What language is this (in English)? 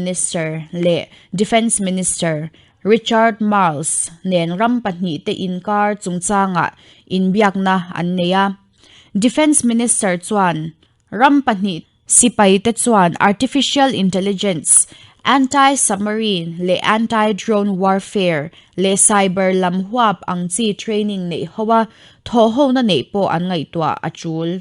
Mizo